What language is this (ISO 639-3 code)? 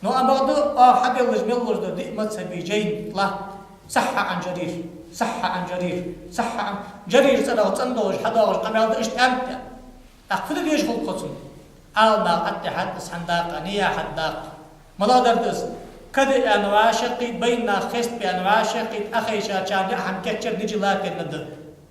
inh